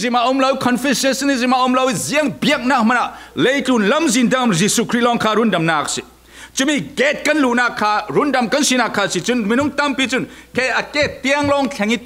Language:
Falam Chin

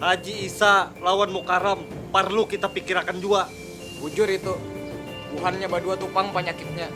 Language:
Banjar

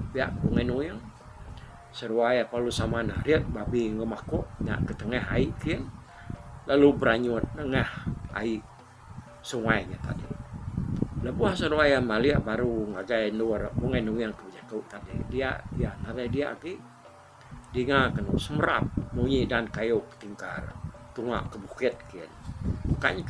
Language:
Iban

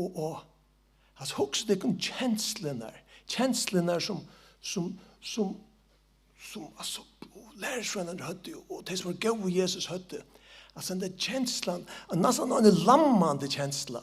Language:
Faroese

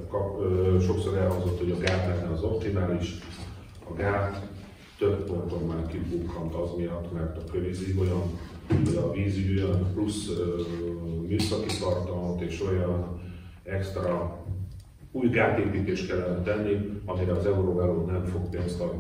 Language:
Hungarian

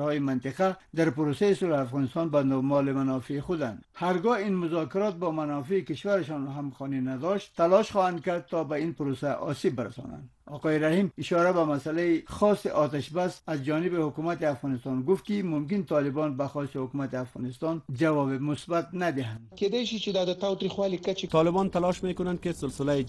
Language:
Persian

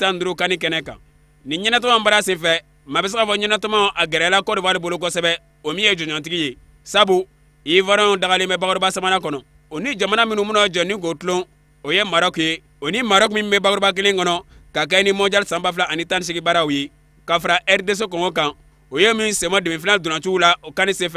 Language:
Bambara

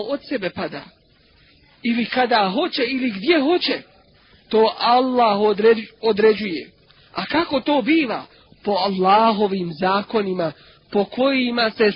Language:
Bosnian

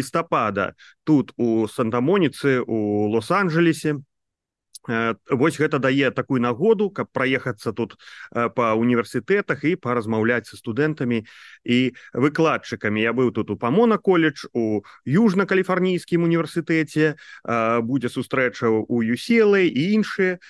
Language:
Belarusian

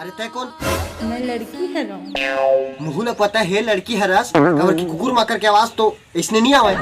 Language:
Chhattisgarhi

